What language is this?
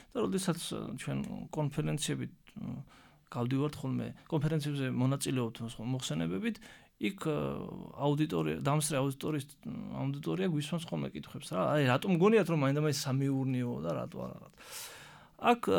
Georgian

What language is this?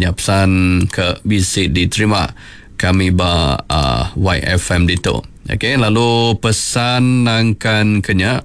Iban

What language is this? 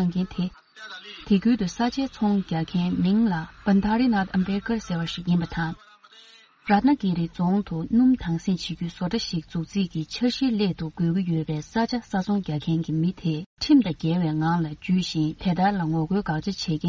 Tibetan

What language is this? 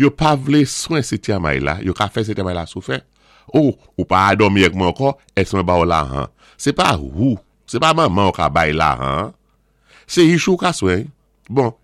Saint Lucian Creole French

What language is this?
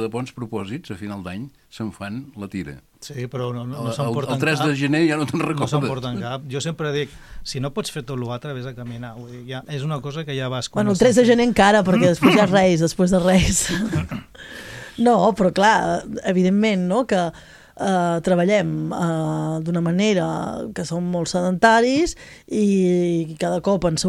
Catalan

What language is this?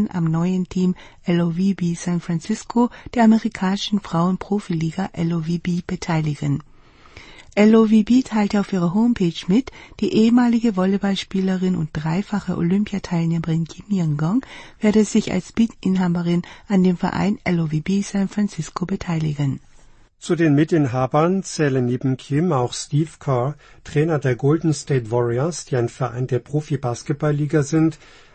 German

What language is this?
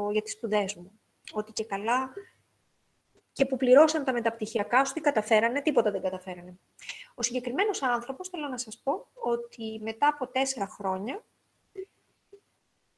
Greek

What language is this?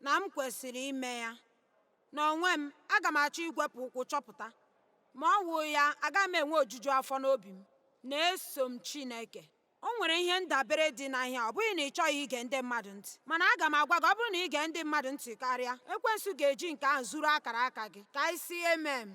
Igbo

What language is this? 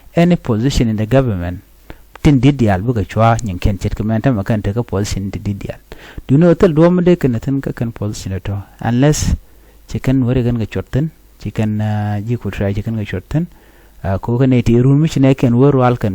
Nuer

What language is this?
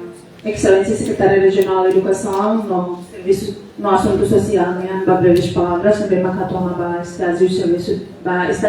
Tetum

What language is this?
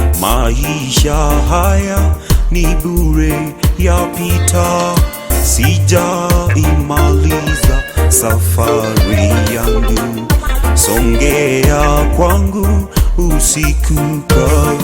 Gusii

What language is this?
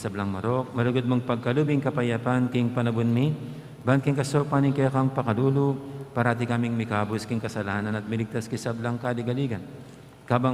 Pampanga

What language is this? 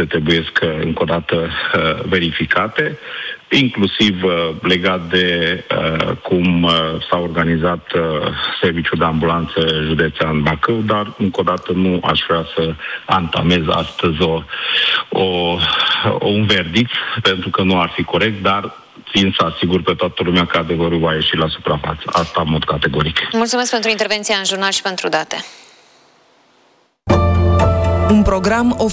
Romanian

